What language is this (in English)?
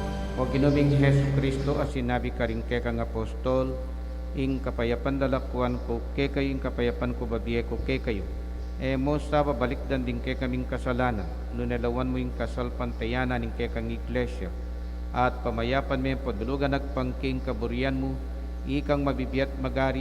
Pampanga